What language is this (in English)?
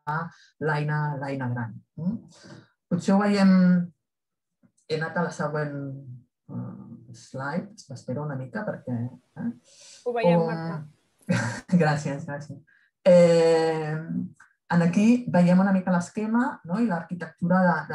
Catalan